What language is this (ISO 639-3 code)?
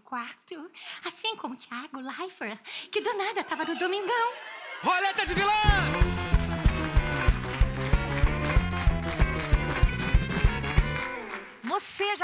por